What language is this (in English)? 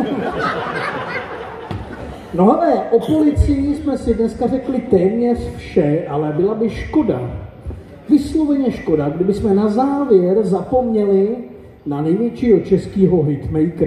Czech